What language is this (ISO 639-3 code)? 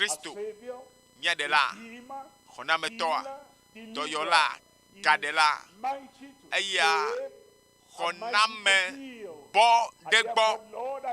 ewe